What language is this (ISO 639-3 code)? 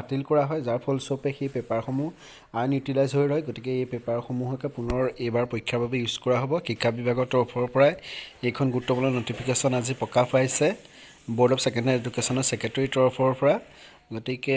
asm